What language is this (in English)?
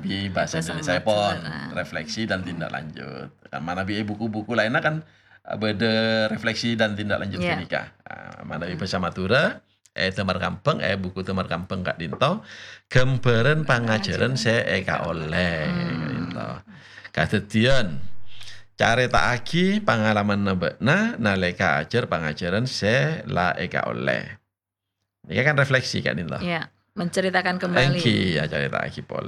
Madurese